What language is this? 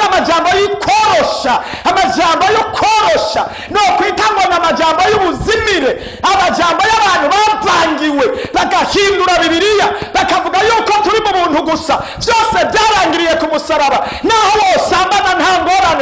Rundi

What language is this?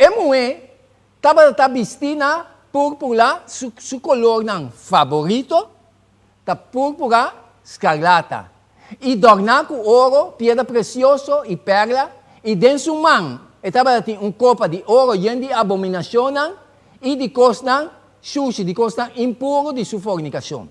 Papiamento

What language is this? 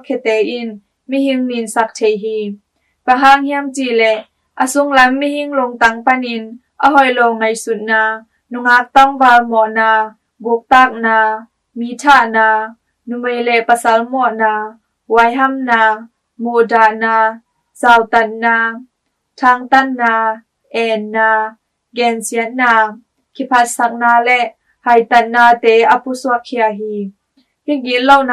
Tedim Chin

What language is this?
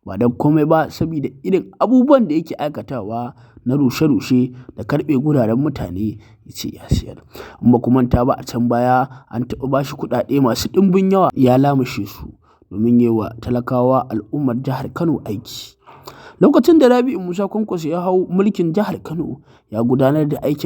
Hausa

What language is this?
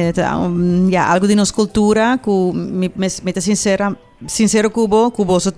Papiamento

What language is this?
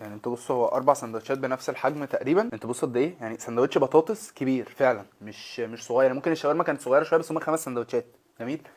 Egyptian Arabic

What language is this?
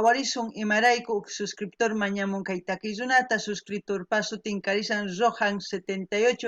South Bolivian Quechua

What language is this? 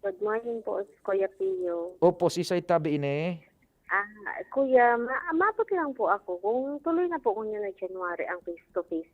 Bikol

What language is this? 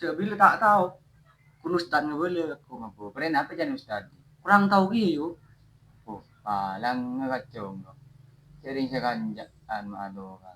Madurese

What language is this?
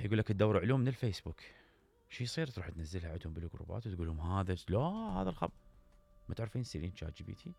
Mesopotamian Arabic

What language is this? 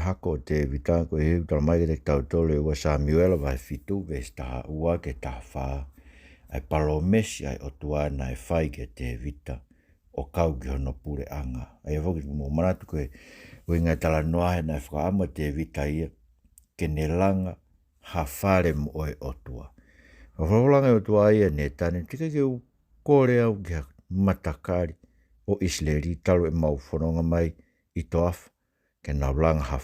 Tongan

